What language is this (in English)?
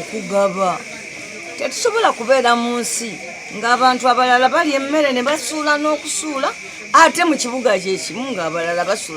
Ganda